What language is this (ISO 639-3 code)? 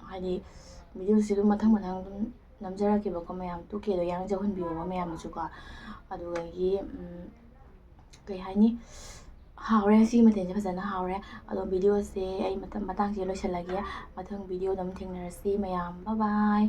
mni